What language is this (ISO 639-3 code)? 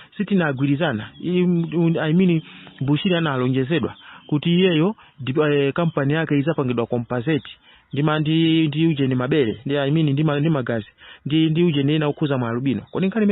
nya